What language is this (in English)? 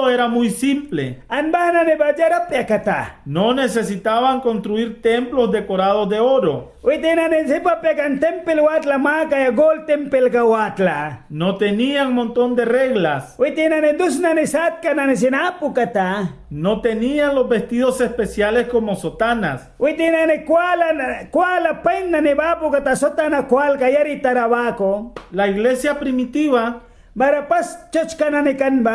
Mískito